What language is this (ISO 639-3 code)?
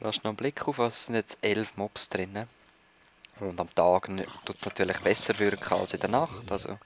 gsw